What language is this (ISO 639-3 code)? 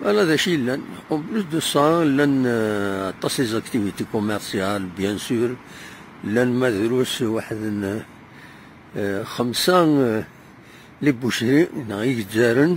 kab